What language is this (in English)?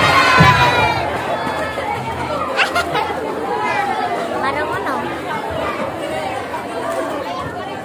Indonesian